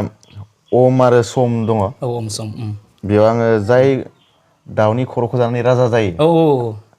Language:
Bodo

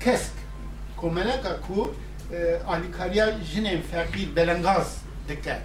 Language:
Kurdish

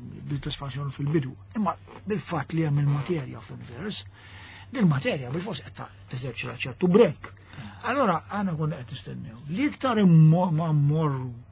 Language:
Maltese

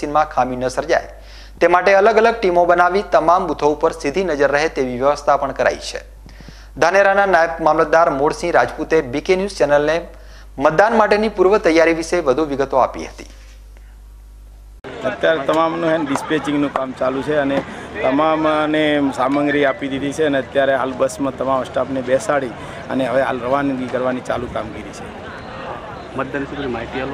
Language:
Gujarati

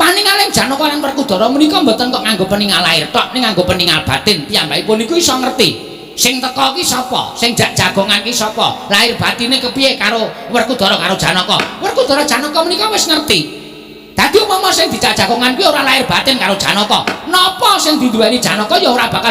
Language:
Javanese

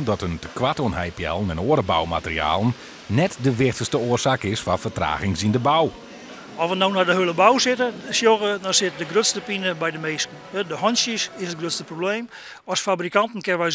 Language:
Western Frisian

